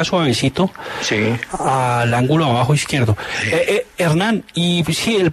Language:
Spanish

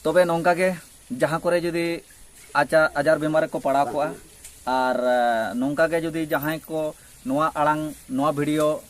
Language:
Santali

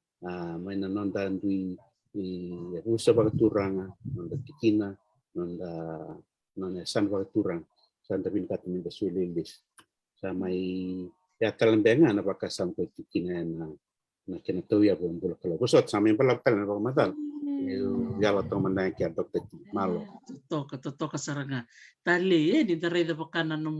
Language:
Fijian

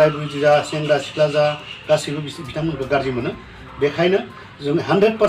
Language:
Bodo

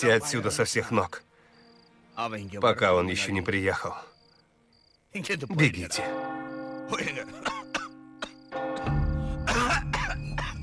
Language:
Russian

